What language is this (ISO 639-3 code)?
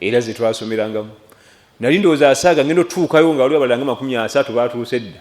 lug